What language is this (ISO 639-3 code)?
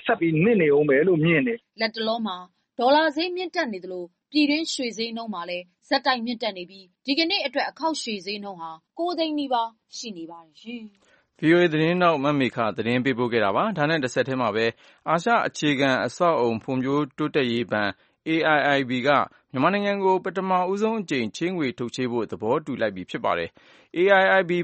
mya